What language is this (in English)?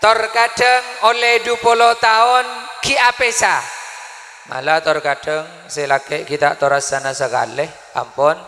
Madurese